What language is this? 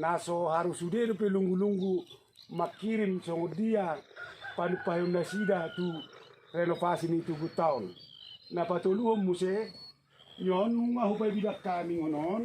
Batak Toba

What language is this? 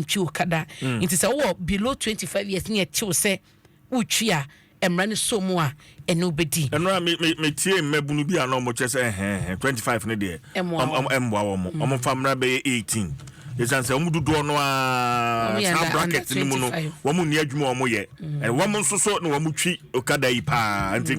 Akan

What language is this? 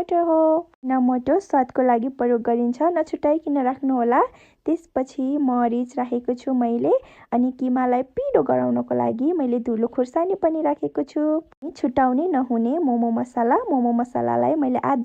Nepali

